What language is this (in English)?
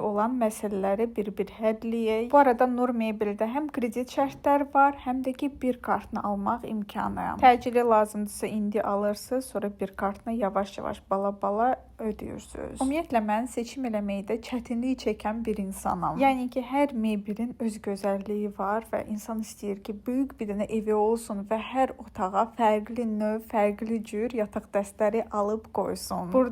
Azerbaijani